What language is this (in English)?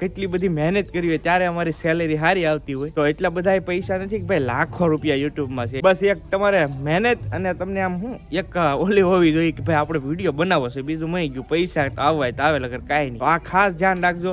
Gujarati